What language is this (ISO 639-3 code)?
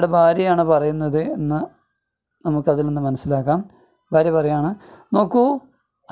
mal